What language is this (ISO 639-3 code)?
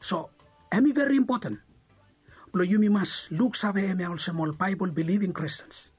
bis